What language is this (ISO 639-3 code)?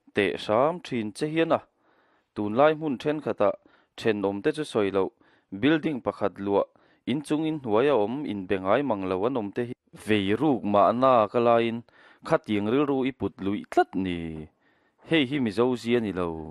lus